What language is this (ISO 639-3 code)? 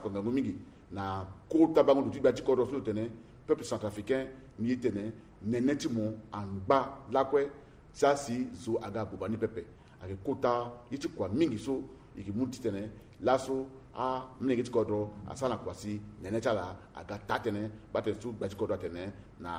sag